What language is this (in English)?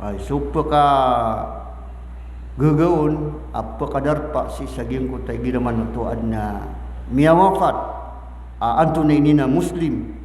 Maranao